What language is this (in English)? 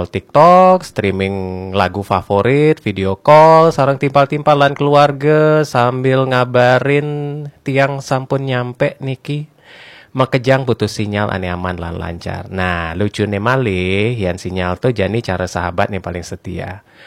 Balinese